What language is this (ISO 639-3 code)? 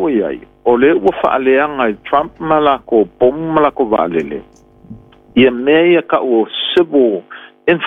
smo